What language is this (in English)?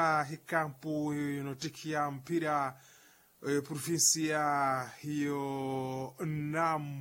Makhuwa